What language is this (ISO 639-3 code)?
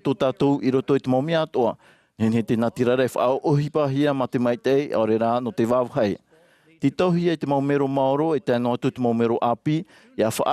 tah